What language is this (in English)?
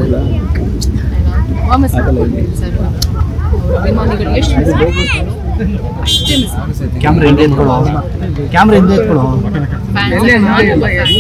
Kannada